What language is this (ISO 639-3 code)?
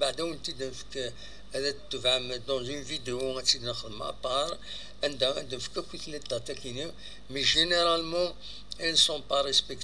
kab